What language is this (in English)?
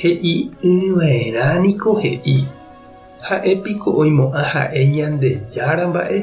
Guarani